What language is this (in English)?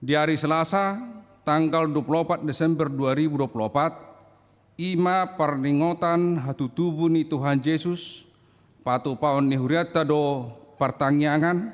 Batak Toba